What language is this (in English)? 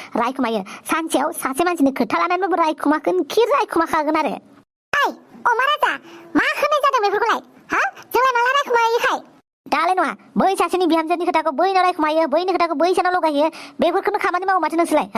Bodo